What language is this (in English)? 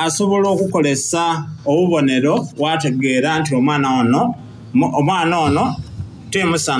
Soga